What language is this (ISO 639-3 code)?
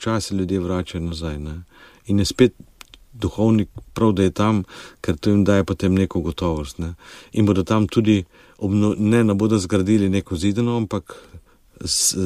slv